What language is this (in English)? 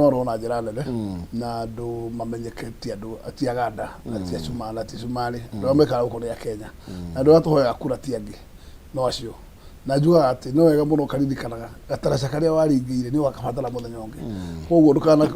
Kikuyu